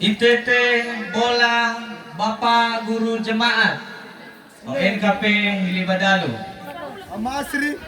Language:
Nias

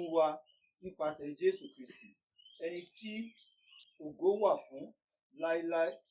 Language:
Yoruba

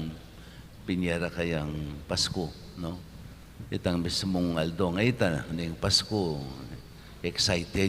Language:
Pampanga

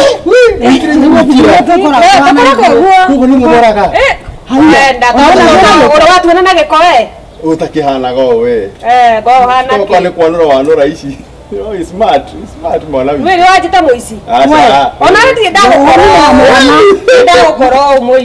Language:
Kikuyu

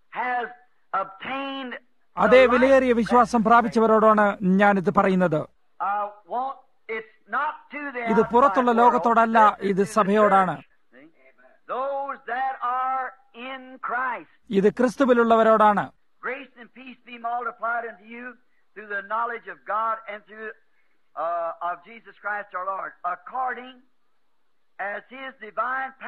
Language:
Malayalam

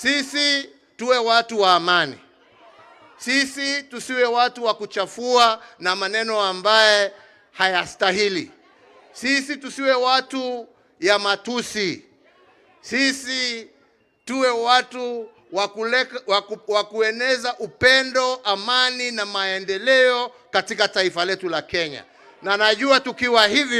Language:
Swahili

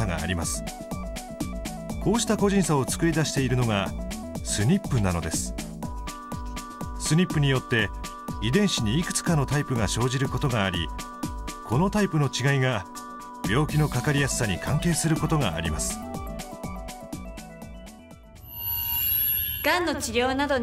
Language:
Japanese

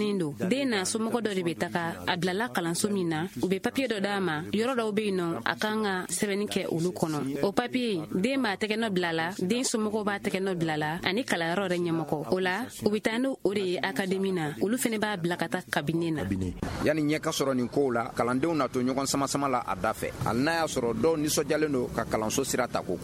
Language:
Bambara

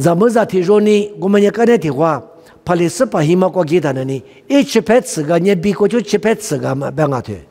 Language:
Lisu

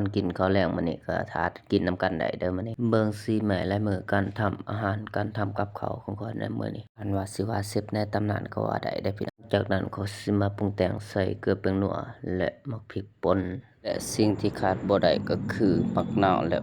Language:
Lao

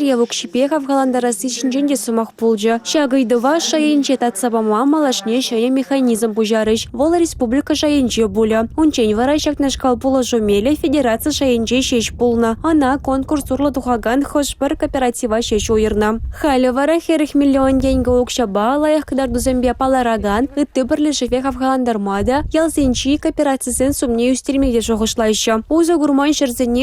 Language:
Chuvash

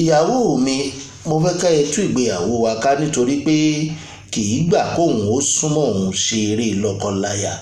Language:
Yoruba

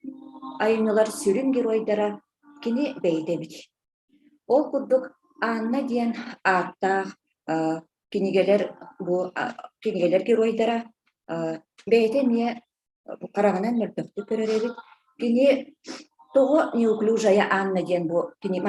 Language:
Yakut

